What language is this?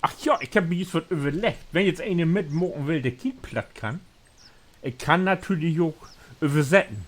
Low German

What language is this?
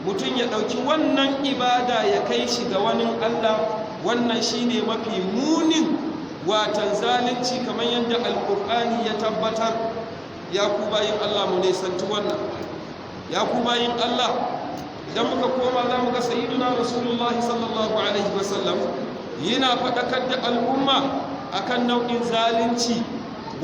Hausa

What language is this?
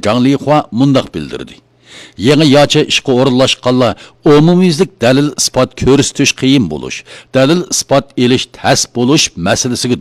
Uyghur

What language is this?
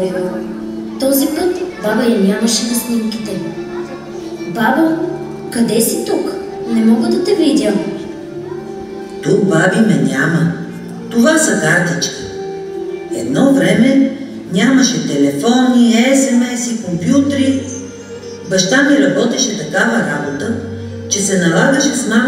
Bulgarian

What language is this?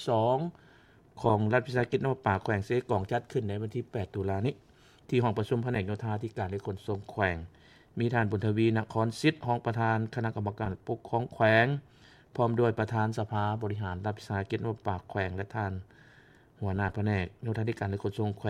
Lao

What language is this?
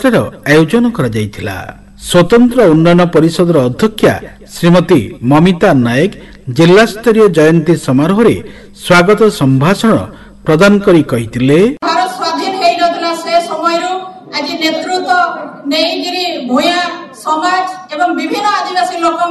Odia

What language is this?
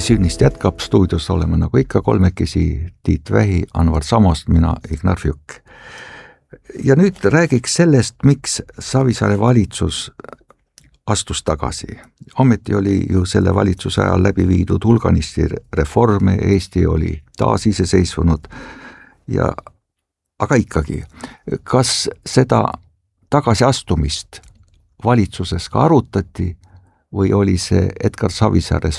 Estonian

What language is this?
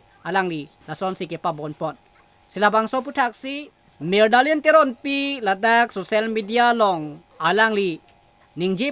Karbi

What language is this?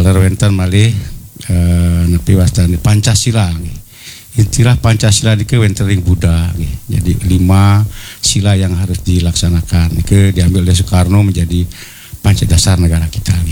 Balinese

